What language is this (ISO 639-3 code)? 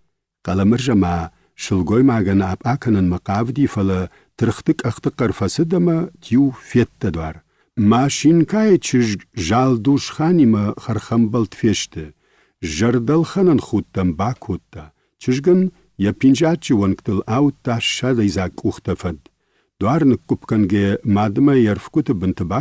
oss